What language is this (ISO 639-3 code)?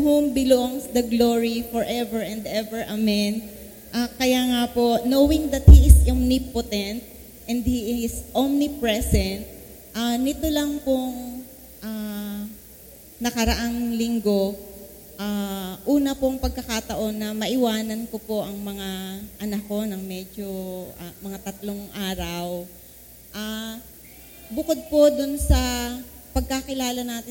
fil